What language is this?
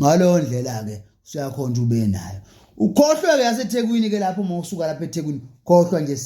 Zulu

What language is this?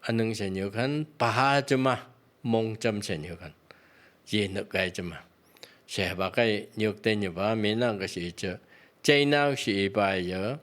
Phom Naga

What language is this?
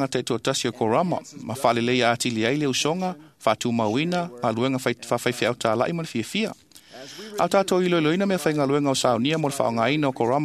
Samoan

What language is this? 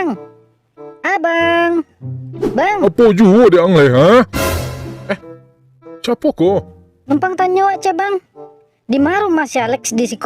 Minangkabau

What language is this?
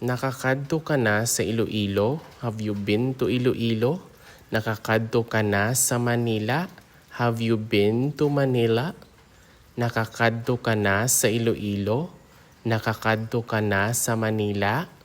Hiligaynon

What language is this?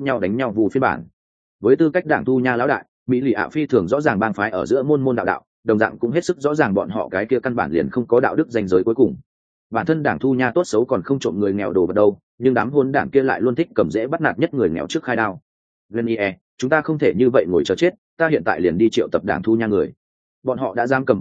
Vietnamese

